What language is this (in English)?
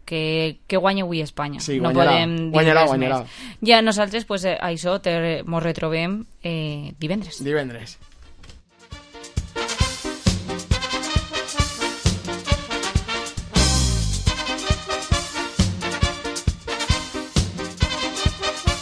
Catalan